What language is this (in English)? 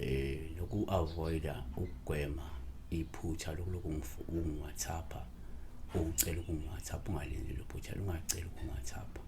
Zulu